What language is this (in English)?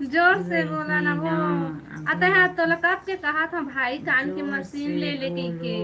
Chhattisgarhi